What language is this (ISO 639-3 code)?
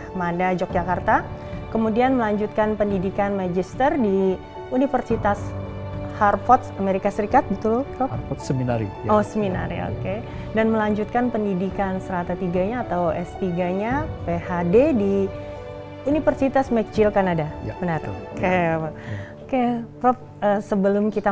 ind